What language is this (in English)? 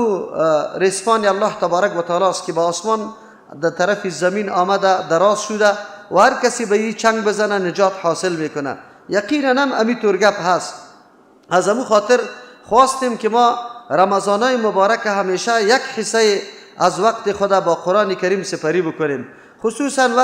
Persian